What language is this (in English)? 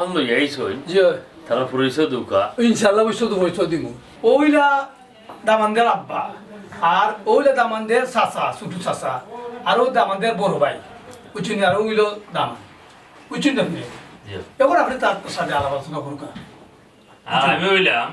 Sylheti